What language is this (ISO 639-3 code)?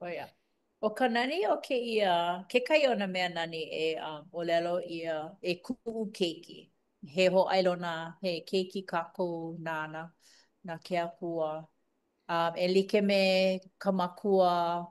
haw